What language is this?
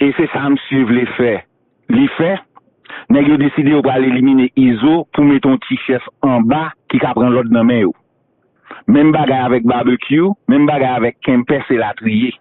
Haitian Creole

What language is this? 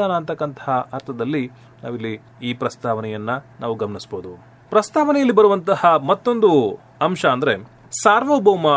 Kannada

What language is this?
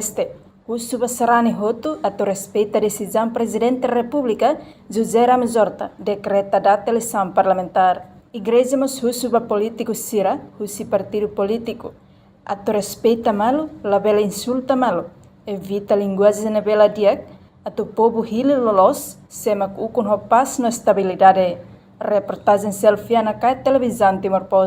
Tetum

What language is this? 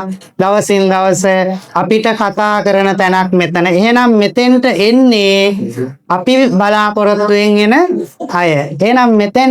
Sinhala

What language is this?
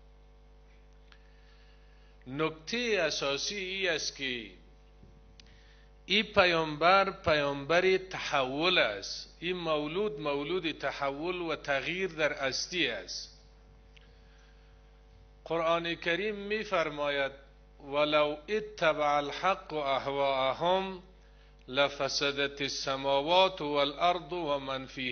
Persian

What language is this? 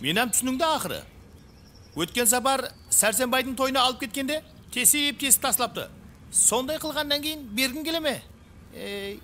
Kara-Kalpak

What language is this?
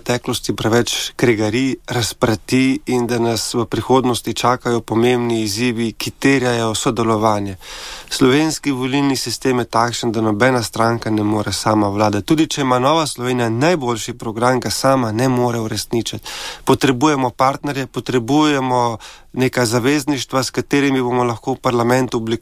Slovenian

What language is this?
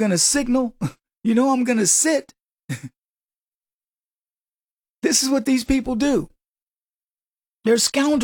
English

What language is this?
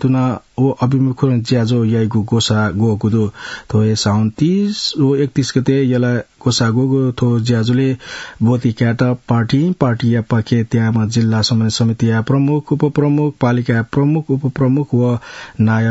Newari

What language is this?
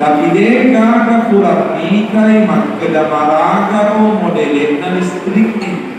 Buginese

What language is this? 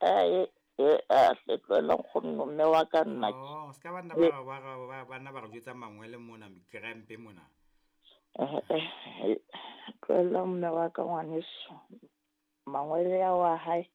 Southern Sotho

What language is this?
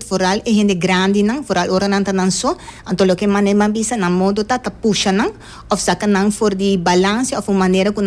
Papiamento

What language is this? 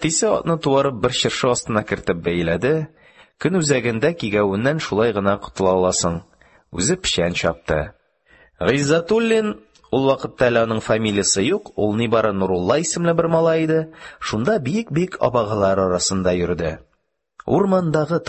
Tatar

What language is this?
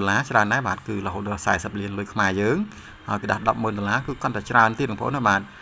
Khmer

